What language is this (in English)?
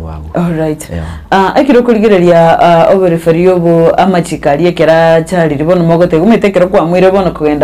Gusii